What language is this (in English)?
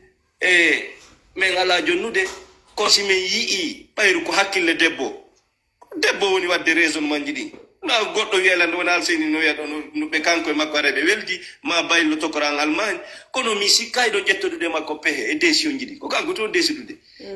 Fula